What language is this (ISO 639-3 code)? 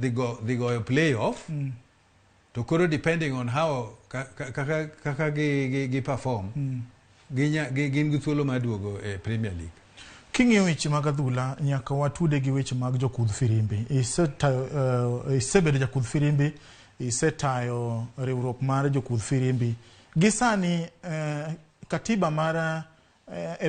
luo